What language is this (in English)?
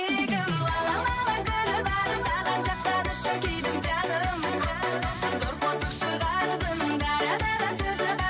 Kara-Kalpak